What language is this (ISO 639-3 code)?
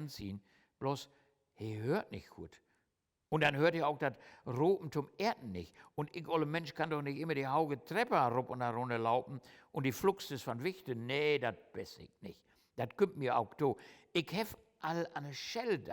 nds